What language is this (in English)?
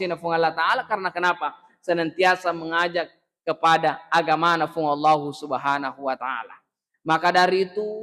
Buginese